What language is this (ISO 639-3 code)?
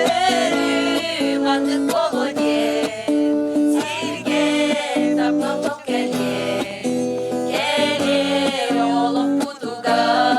sah